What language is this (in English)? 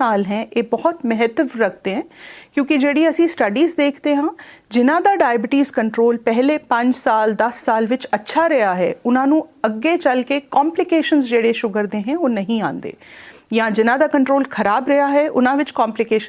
Punjabi